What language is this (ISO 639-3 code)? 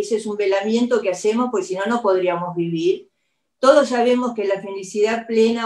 spa